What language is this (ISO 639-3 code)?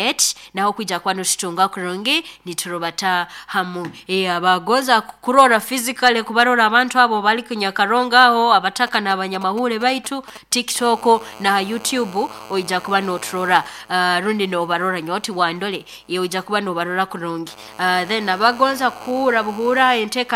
nyo